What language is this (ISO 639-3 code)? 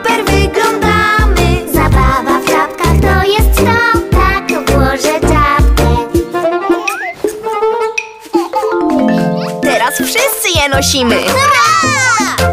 pol